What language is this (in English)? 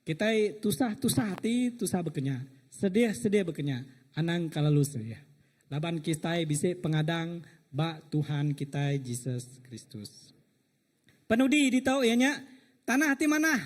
Iban